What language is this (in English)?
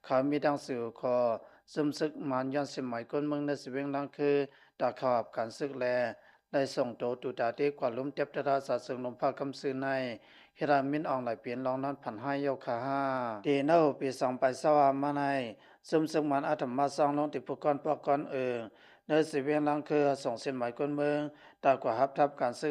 Lao